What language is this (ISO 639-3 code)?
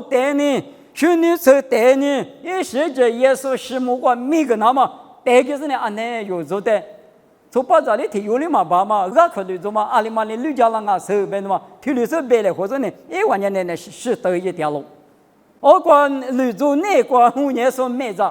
lis